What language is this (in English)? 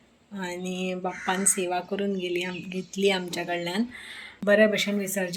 Konkani